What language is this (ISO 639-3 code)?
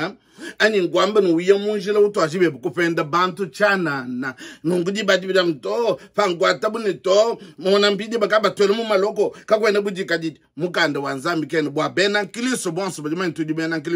lua